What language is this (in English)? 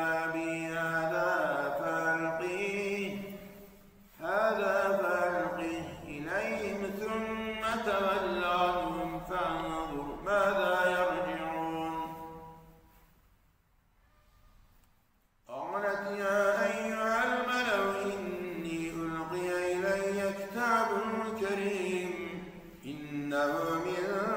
Arabic